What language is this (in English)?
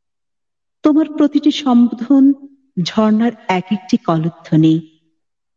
Bangla